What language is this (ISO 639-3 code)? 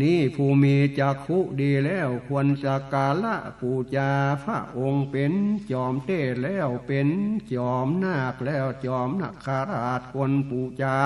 nod